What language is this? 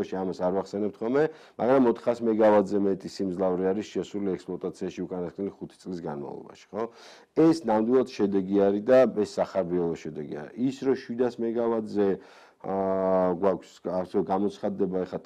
Georgian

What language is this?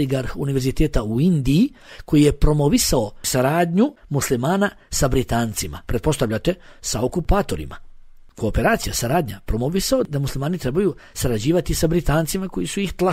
Bosnian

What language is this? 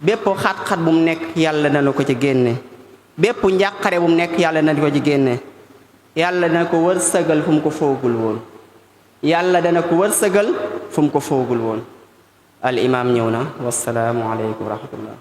Wolof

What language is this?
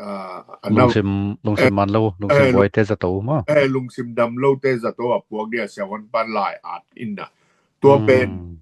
Tedim Chin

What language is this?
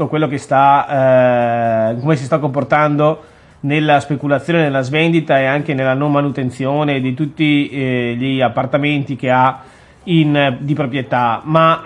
Italian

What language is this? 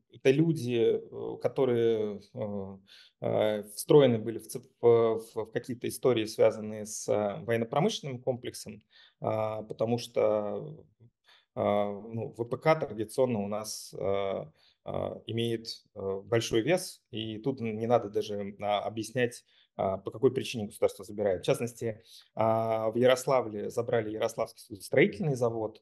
Russian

